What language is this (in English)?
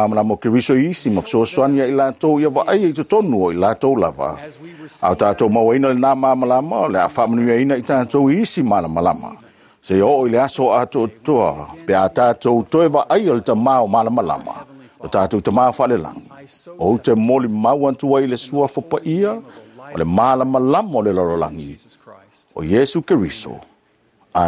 Samoan